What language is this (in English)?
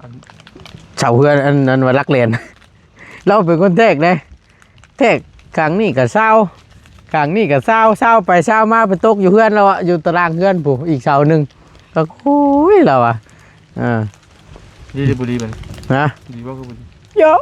Northeastern Thai